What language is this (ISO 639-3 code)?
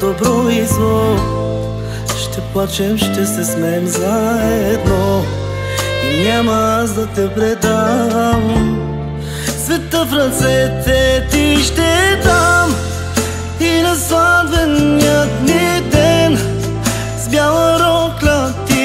bul